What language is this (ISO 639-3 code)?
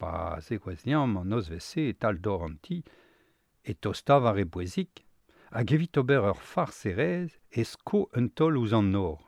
bre